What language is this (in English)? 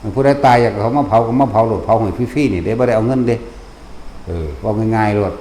Lao